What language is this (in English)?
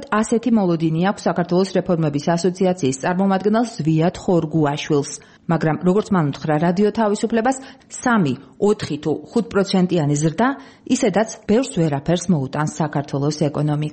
Georgian